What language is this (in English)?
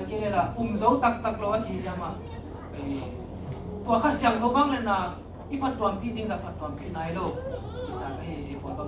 Tedim Chin